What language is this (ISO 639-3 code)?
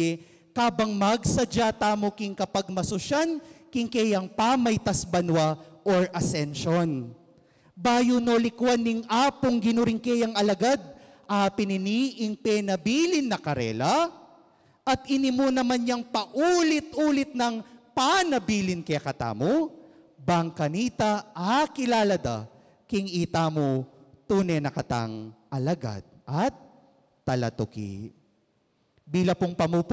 pam